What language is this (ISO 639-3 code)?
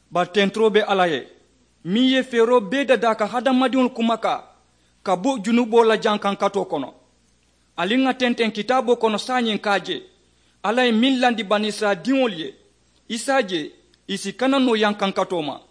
man